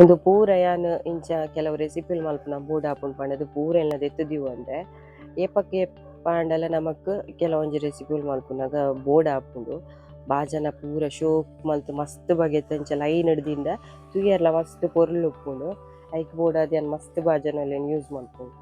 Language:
Tulu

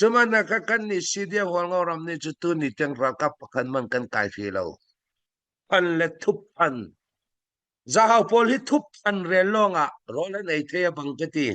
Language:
Falam Chin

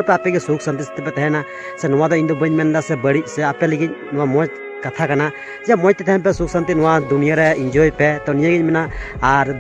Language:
Santali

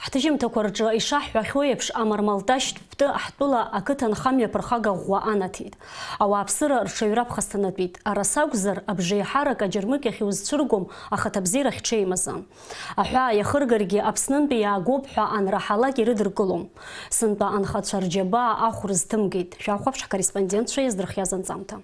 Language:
Abkhazian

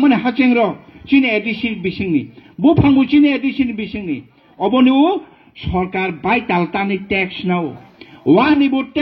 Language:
Kok Borok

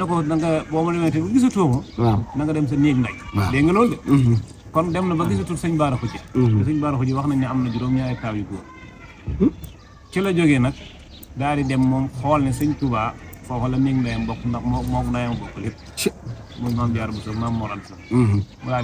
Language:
Wolof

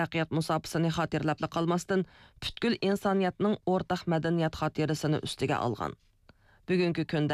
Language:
Uyghur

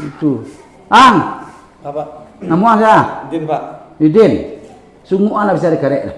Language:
Minangkabau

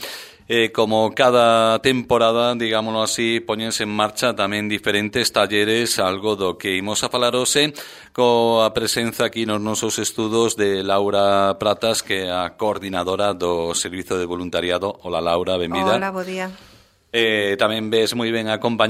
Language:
Galician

